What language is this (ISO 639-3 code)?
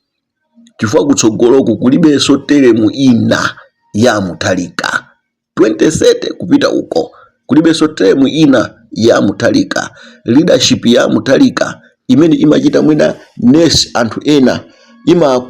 nya